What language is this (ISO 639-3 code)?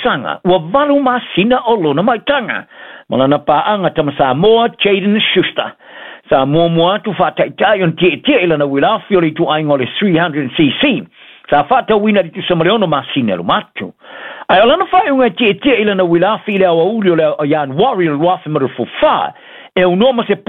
smo